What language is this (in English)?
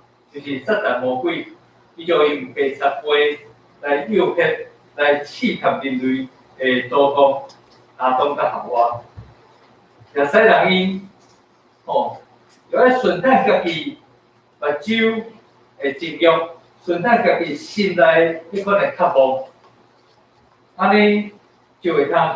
Min Nan Chinese